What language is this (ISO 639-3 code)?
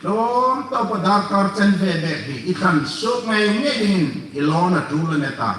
hmr